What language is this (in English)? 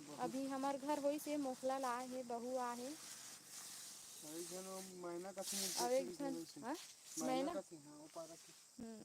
Chhattisgarhi